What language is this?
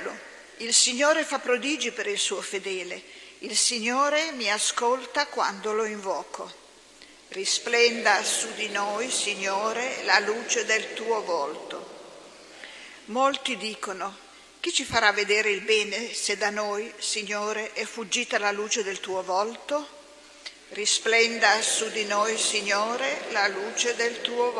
Italian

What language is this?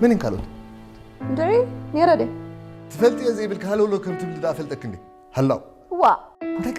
Tigrinya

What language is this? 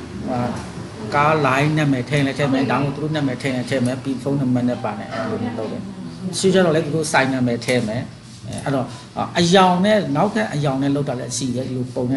Burmese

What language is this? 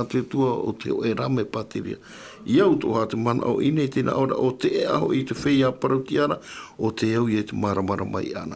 Tahitian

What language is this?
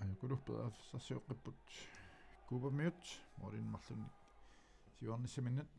Kalaallisut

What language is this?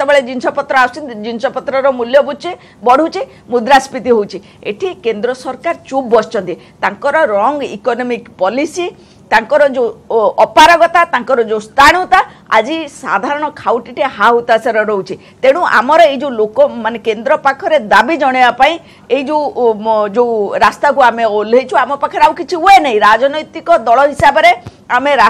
Odia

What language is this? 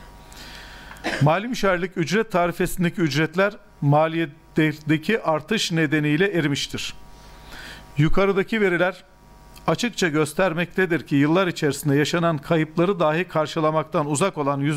Turkish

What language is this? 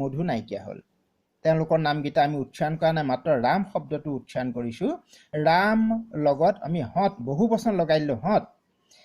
Assamese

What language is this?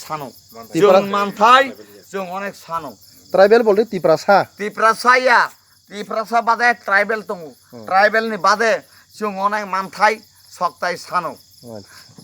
Kok Borok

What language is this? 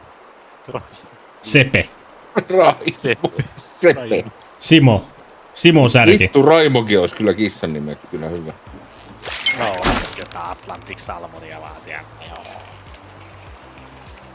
Finnish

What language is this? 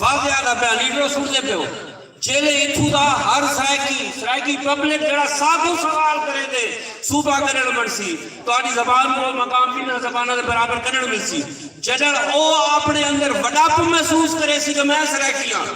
Saraiki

